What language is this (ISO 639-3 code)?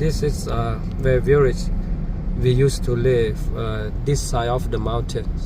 lhu